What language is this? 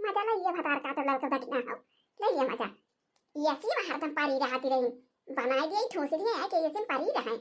Awadhi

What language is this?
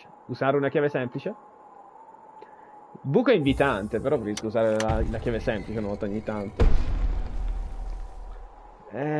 Italian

